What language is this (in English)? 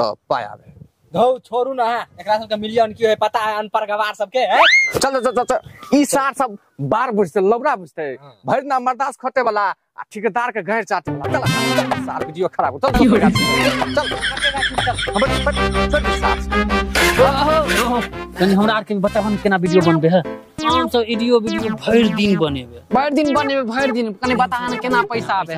Maithili